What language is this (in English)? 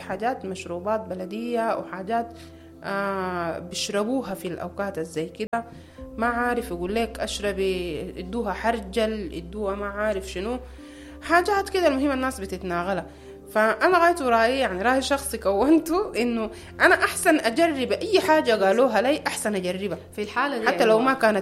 Sudanese Arabic